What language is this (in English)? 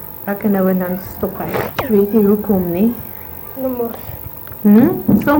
Afrikaans